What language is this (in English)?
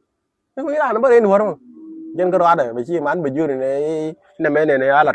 Nuer